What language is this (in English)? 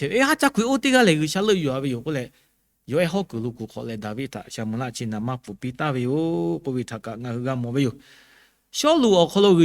Lahu